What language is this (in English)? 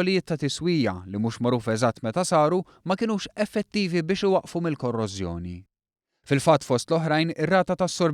Maltese